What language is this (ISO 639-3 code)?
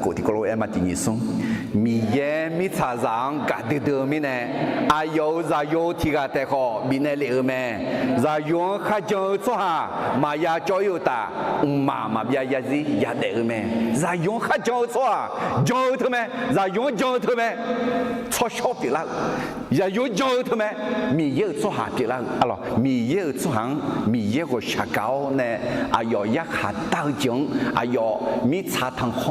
ahk